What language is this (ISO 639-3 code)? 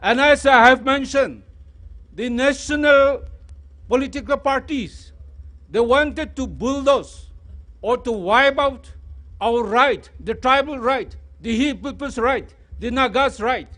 nmf